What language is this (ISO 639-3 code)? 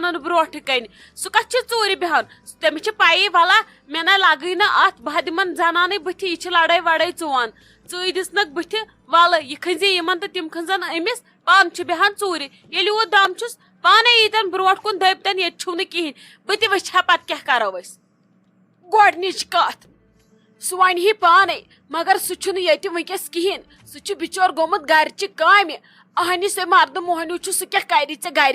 kas